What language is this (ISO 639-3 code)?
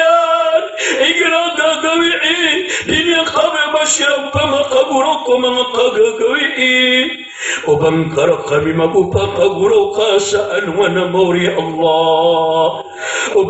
mrw